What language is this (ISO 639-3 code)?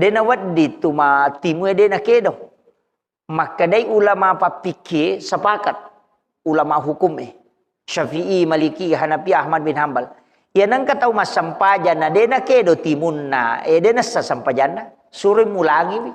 bug